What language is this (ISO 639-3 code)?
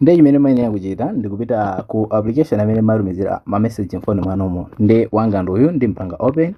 nya